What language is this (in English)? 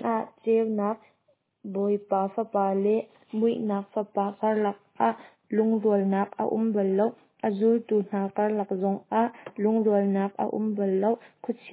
Hakha Chin